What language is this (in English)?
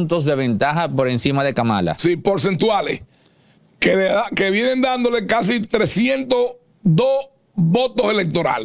Spanish